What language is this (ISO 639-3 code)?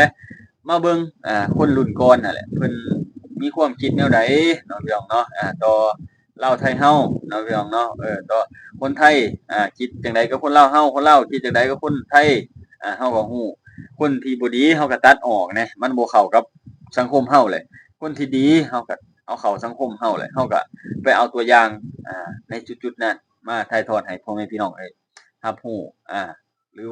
lao